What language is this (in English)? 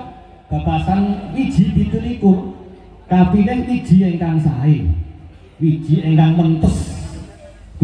Javanese